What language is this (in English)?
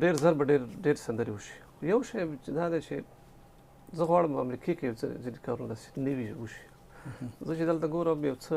Pashto